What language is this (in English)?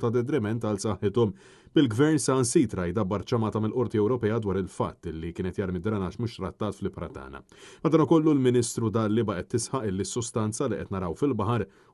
Maltese